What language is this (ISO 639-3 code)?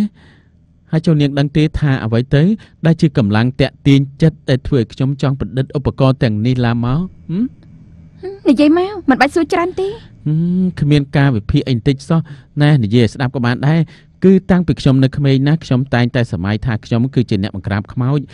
khm